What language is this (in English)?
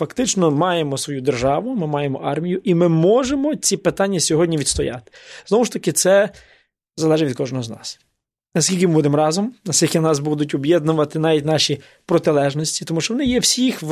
Ukrainian